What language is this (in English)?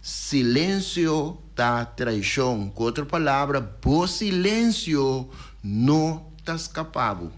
Papiamento